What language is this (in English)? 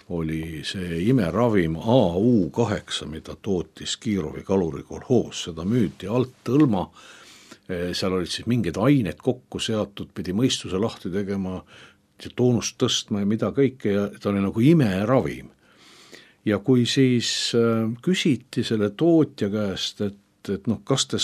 Estonian